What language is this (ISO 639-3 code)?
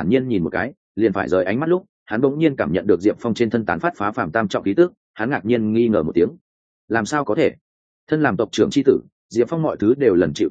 vie